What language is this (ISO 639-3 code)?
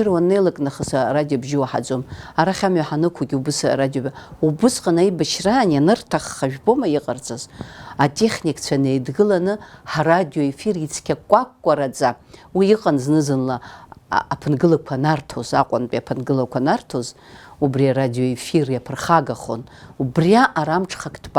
abk